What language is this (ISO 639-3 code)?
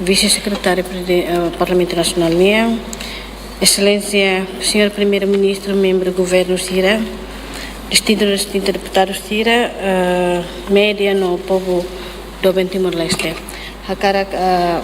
tet